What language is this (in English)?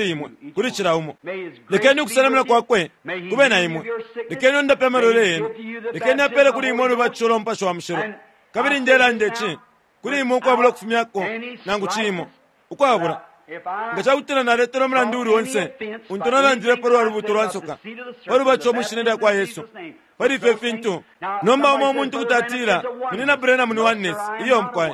Bemba